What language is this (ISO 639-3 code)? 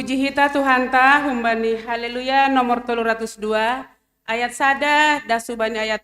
bts